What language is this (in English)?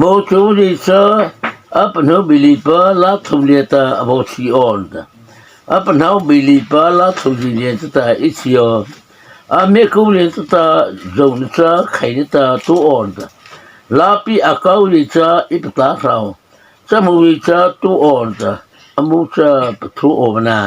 Mara Chin